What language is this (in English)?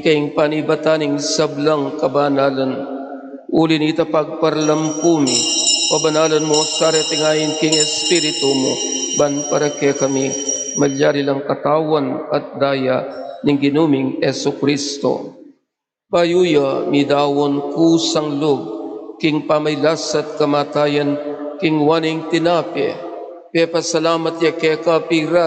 Pampanga